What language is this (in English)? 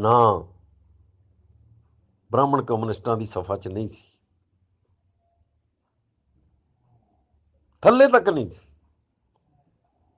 Punjabi